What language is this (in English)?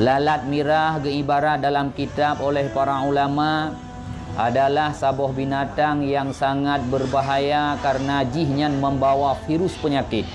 Achinese